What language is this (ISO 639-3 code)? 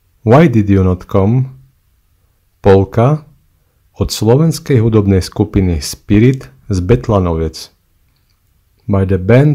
slk